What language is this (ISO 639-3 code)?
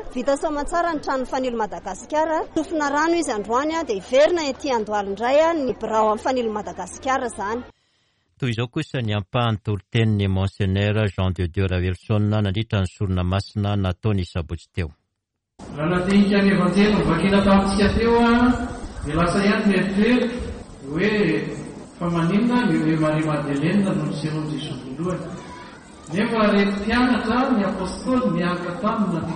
mlg